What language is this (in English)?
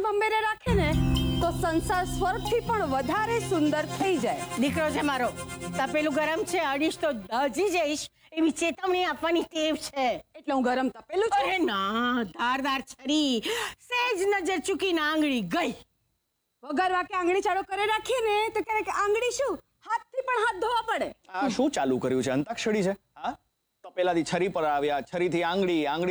Gujarati